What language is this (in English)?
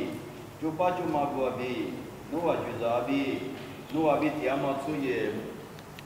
Lisu